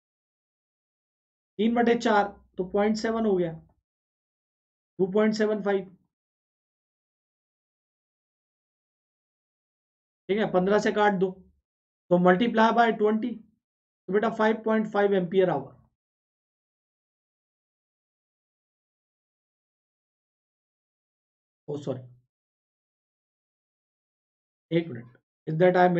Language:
Hindi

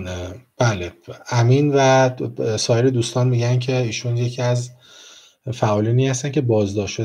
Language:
Persian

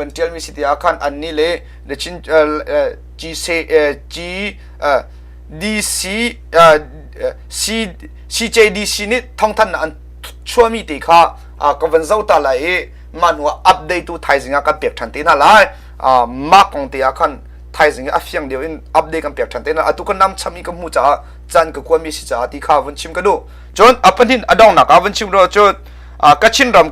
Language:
Hakha Chin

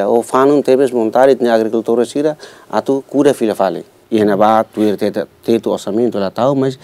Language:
Tetum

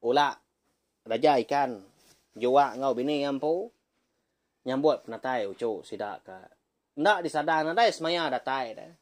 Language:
Iban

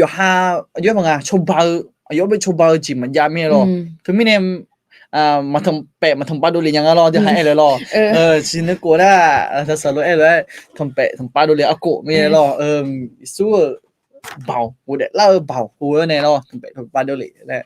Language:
Akha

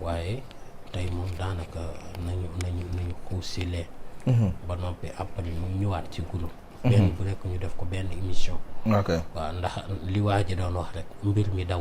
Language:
Wolof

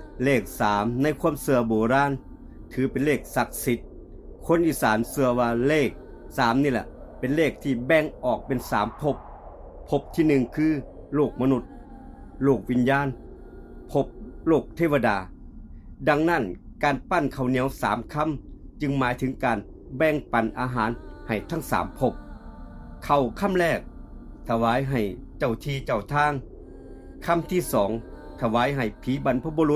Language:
Lao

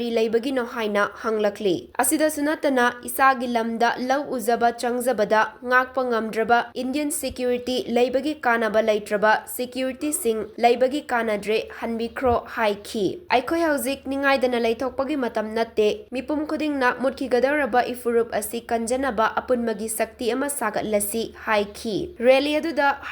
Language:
Manipuri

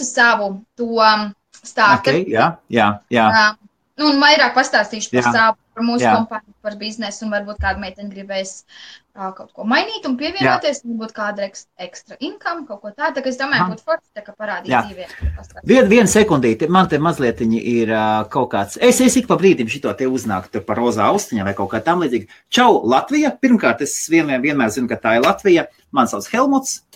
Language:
Latvian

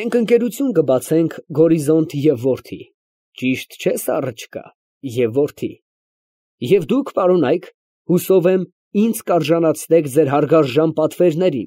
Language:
Armenian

